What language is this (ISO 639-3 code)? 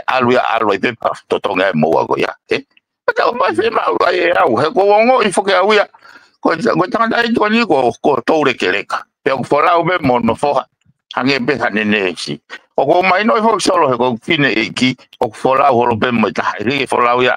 ton